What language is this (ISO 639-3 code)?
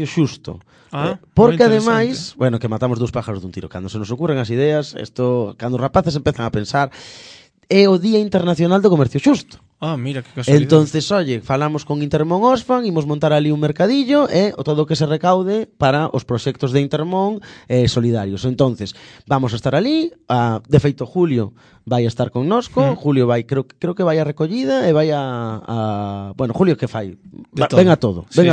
glg